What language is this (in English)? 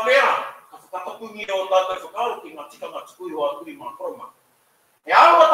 Māori